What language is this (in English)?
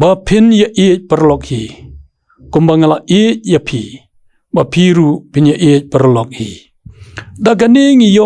Khasi